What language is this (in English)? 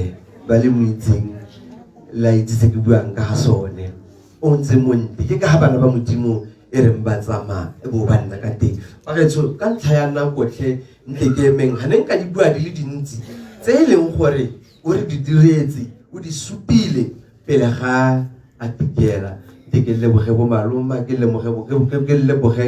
Tswana